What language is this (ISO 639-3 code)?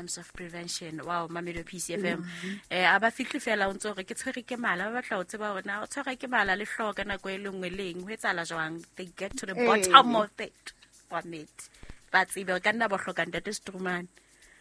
sot